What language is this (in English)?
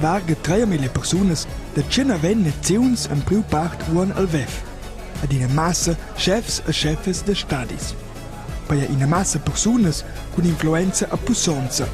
Romansh